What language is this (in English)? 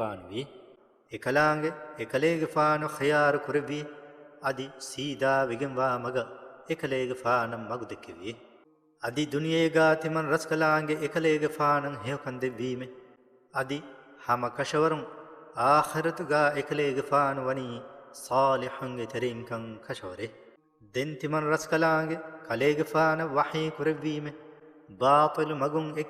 Divehi